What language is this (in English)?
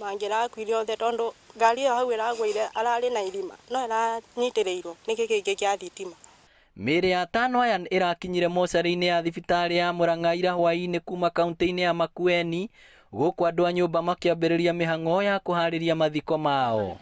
Kikuyu